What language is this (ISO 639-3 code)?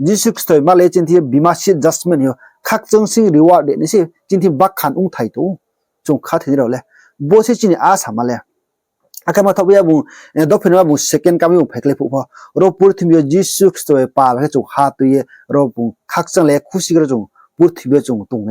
ria